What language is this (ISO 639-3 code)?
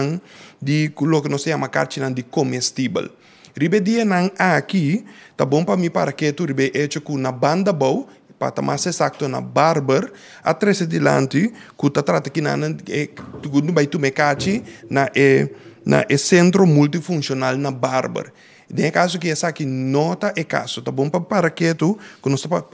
pap